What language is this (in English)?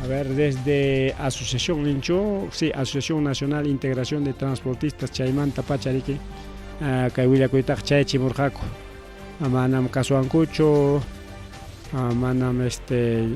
Ayacucho Quechua